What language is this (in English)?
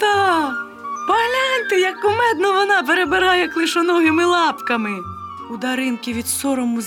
Ukrainian